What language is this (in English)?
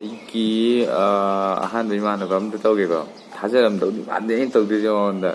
Manipuri